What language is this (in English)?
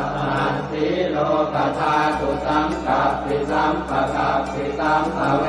Pali